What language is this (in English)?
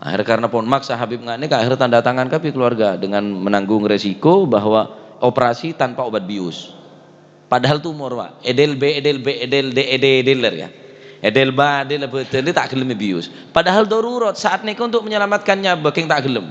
Madurese